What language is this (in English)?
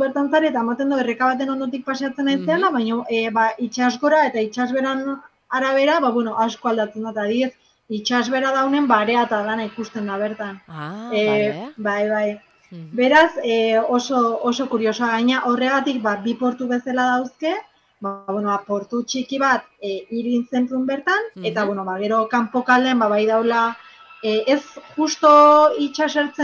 Basque